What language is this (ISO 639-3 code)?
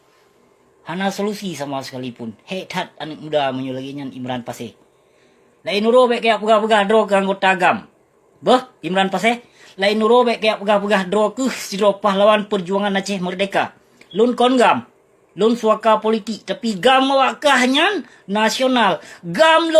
ace